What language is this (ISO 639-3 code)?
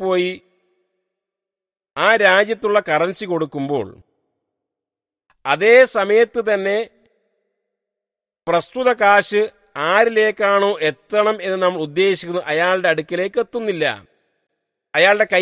mal